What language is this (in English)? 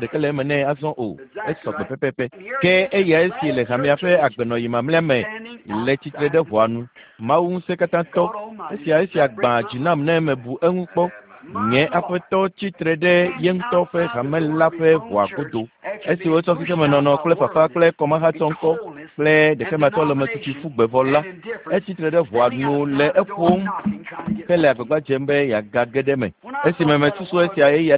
Ewe